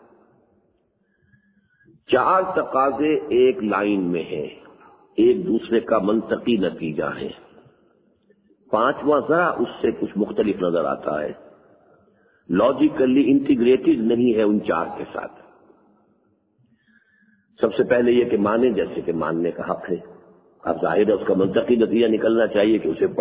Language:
Urdu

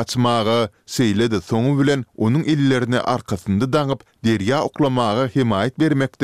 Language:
Turkmen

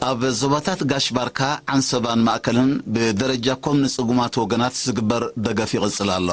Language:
Tigrinya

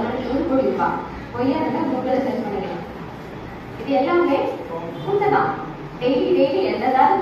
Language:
Tamil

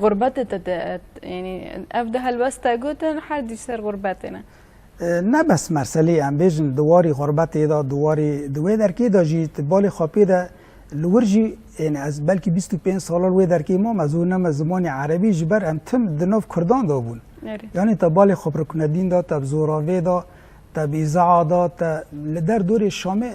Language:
Kurdish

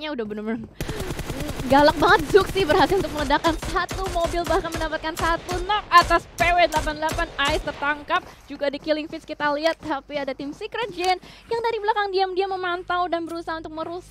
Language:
Indonesian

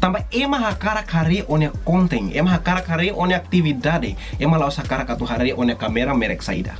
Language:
Tetum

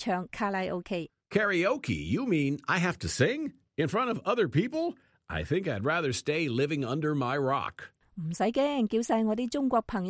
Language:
Cantonese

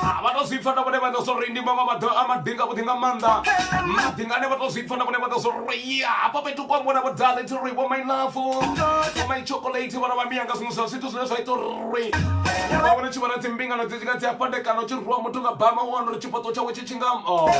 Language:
Venda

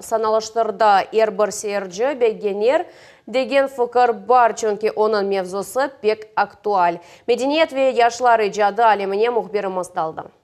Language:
Crimean Tatar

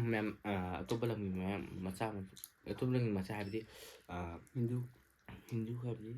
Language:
Manipuri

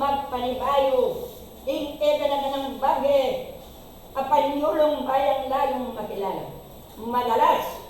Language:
Pampanga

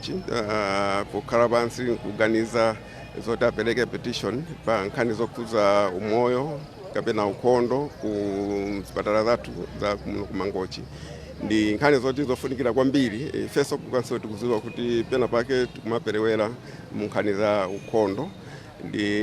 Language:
Nyanja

